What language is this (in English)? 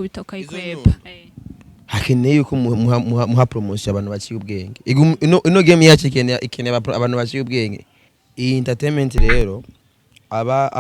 Rundi